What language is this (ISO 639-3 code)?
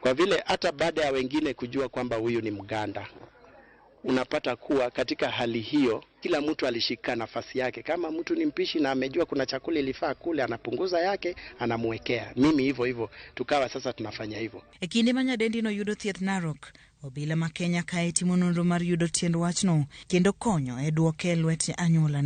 luo